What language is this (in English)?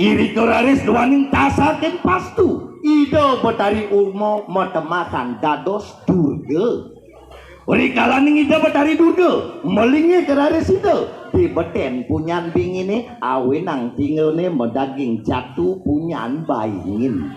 Balinese